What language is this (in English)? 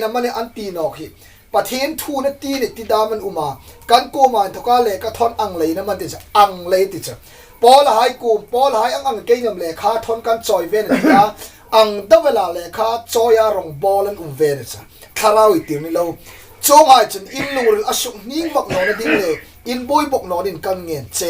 Hmar